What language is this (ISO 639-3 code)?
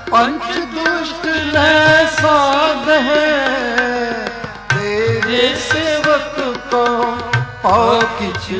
pan